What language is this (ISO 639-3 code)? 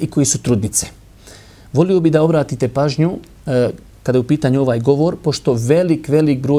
bos